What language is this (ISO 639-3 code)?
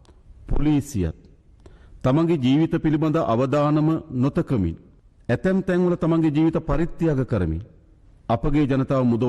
sin